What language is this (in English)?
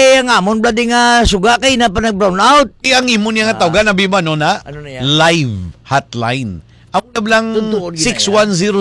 Hiligaynon